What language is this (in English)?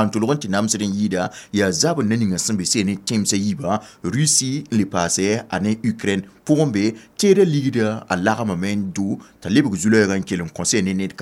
Mossi